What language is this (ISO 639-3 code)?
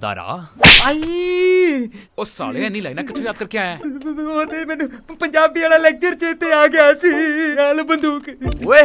pan